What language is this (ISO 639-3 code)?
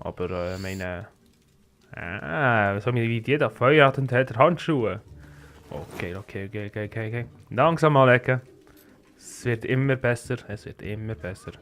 gsw